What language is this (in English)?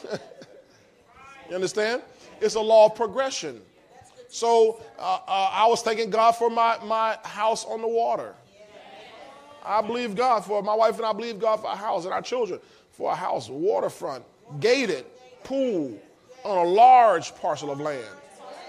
English